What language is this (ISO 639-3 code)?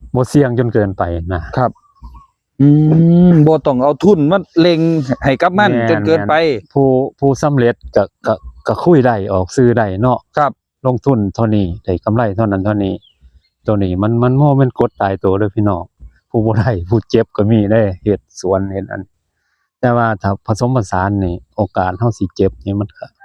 tts